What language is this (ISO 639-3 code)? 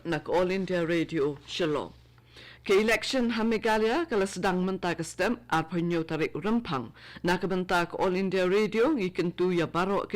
kha